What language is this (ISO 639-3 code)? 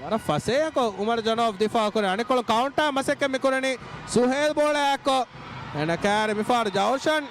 div